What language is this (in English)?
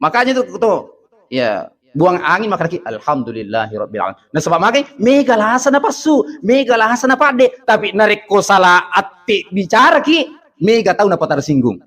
Buginese